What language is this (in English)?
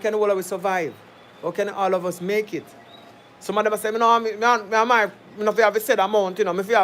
Jamaican Creole English